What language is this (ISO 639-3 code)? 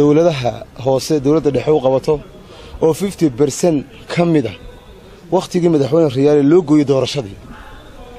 som